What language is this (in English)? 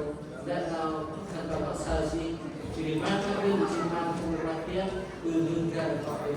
Central Mnong